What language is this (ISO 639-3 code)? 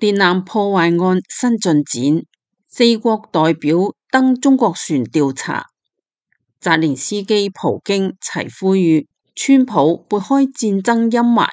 yue